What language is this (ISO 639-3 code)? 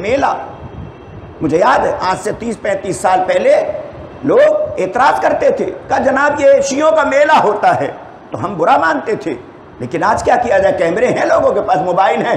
urd